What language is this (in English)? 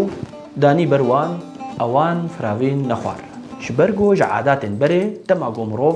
Kurdish